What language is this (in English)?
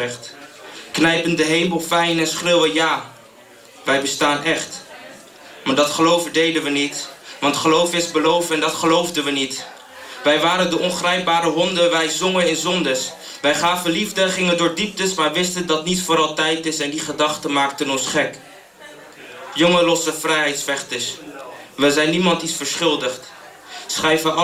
Dutch